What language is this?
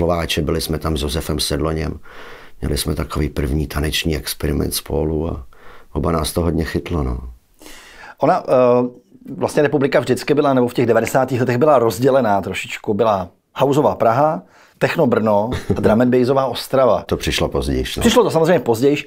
Czech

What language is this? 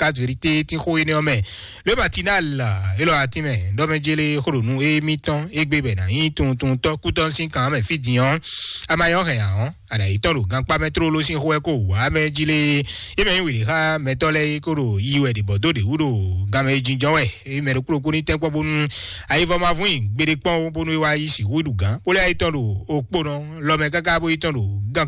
Fon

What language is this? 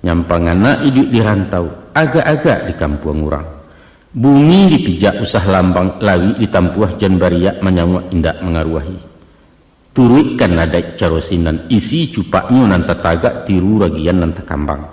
Minangkabau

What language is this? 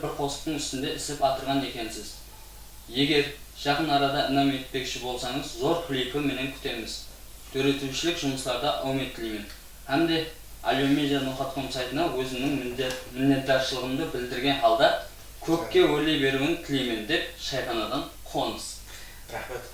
Kara-Kalpak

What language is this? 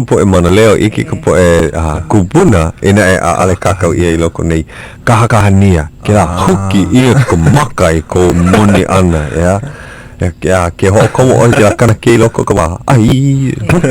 Hawaiian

